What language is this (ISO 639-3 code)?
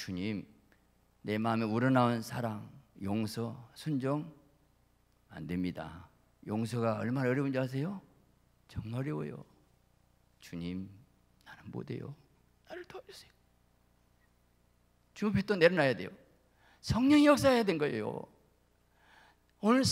kor